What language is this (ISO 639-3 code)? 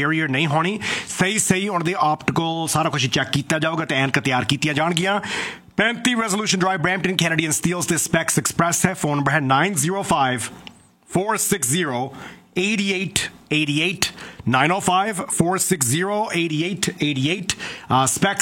pan